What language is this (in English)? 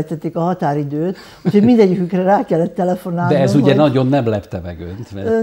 Hungarian